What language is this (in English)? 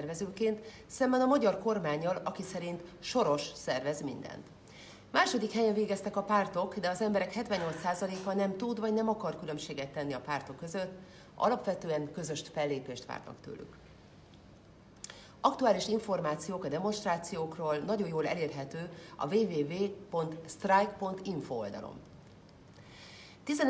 Hungarian